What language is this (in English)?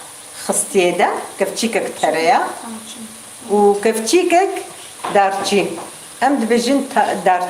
Kurdish